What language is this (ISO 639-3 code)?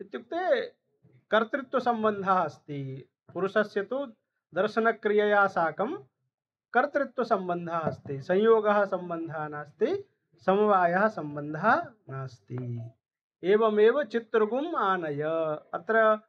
san